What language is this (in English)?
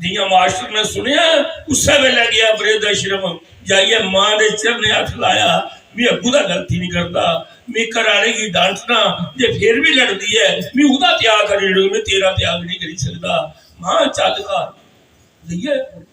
Dogri